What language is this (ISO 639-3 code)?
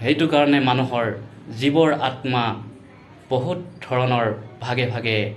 asm